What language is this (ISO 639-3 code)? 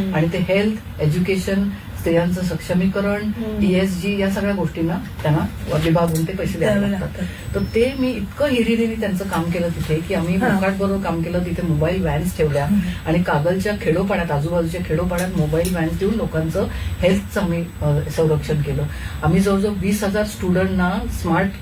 mar